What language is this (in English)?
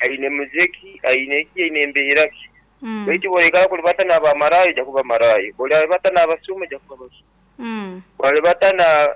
Nyoro